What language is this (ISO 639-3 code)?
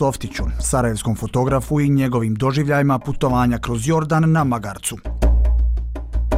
bos